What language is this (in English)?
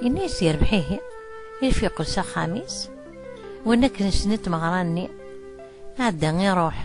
Kabyle